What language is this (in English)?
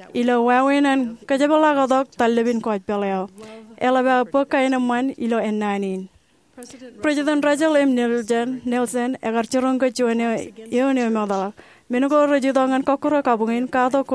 Marshallese